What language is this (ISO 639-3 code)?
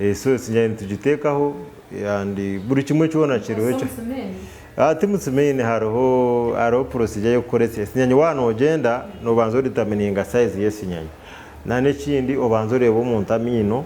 nyn